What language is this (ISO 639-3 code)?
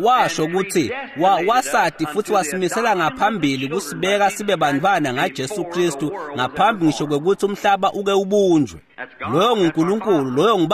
ssw